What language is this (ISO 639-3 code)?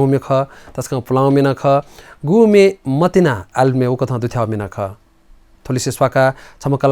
new